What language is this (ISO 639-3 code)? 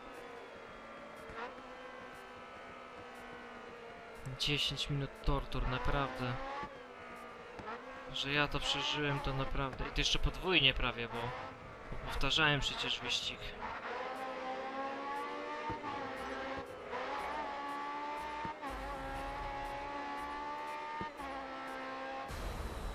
pol